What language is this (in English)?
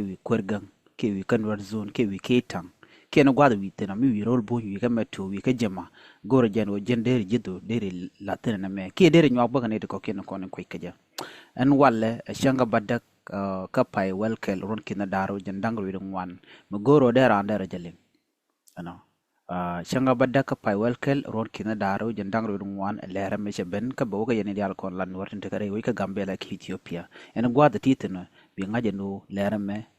Nuer